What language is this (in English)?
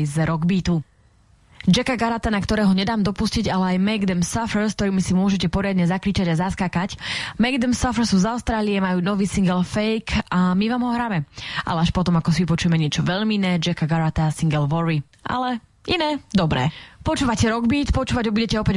Slovak